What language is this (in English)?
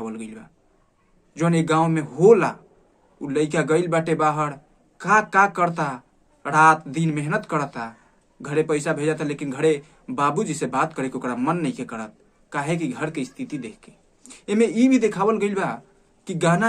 Bhojpuri